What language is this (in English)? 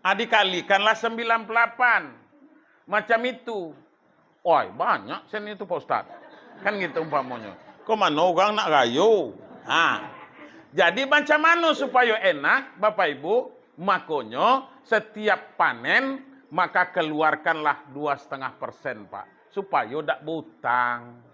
Minangkabau